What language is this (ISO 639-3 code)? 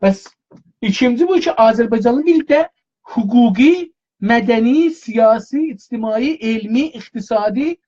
azb